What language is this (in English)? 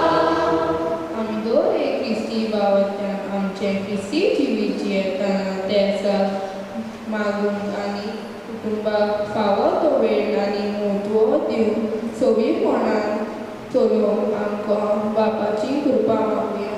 Konkani